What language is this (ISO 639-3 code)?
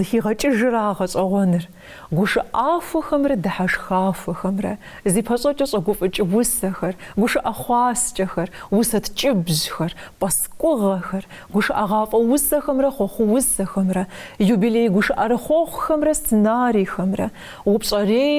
kbd